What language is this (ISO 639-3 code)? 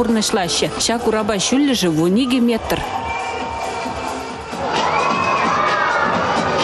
chv